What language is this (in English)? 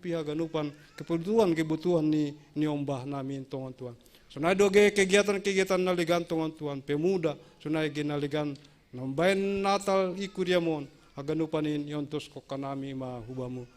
Batak Simalungun